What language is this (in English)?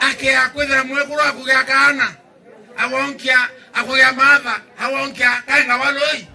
Meru